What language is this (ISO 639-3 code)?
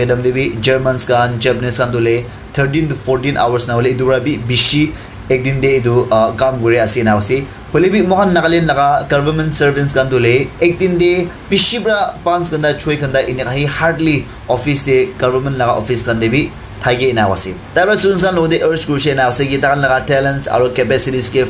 nag